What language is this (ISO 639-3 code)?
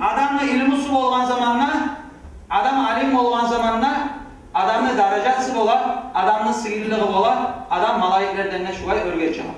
kum